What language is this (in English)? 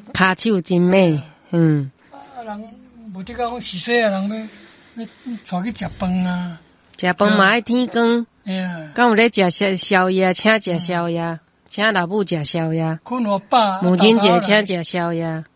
Min Nan Chinese